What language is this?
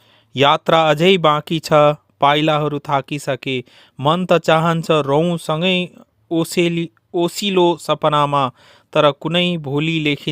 Nepali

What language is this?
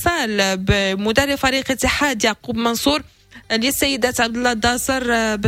Moroccan Arabic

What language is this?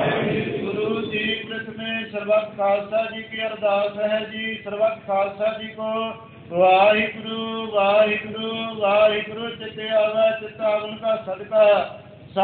Punjabi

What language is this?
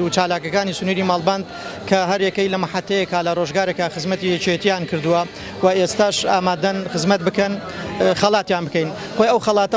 Central Kurdish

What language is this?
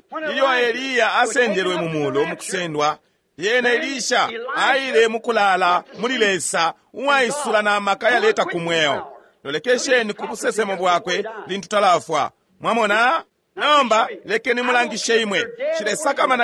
Bemba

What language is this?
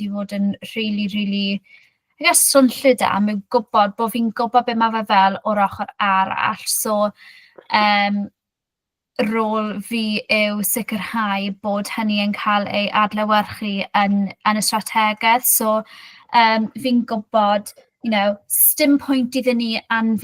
Welsh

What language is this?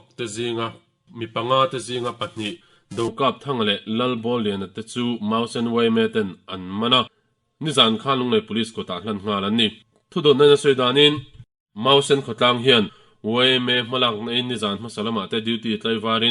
Mizo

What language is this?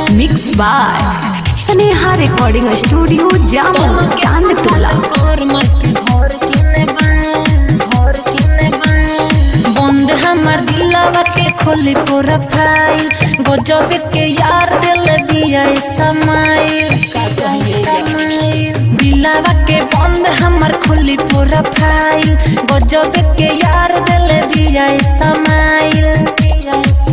Bhojpuri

